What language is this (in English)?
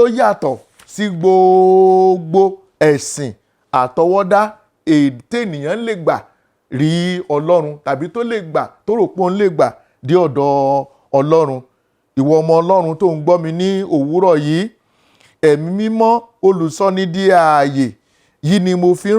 Yoruba